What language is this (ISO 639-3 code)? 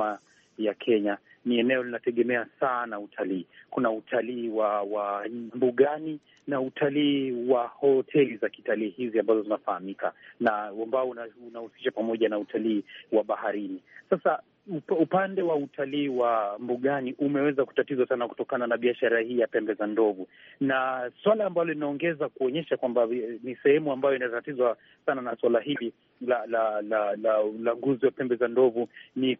swa